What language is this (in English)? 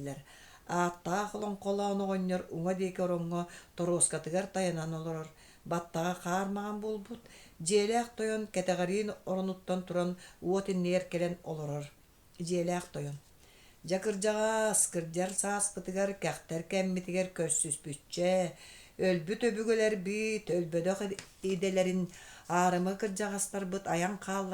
Yakut